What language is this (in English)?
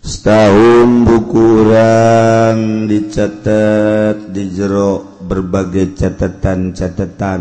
Sundanese